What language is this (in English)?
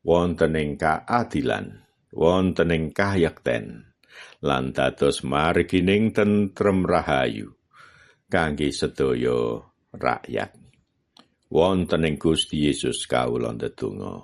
Javanese